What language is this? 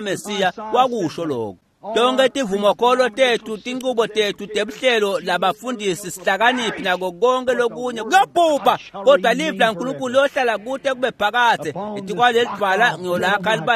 Swati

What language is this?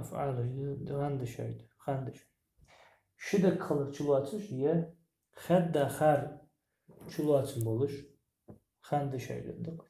Ingush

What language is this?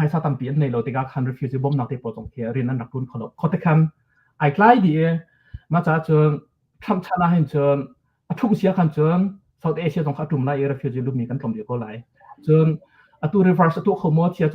Hakha Chin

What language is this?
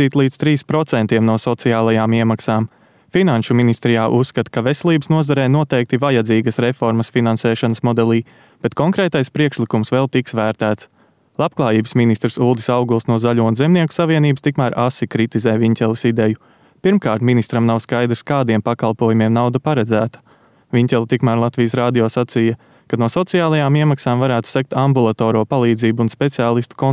Latvian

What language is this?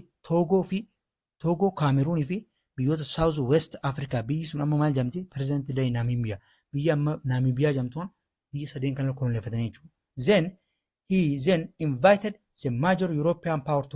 Oromo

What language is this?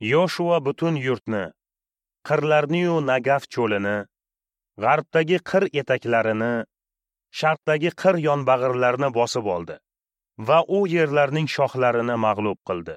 Uzbek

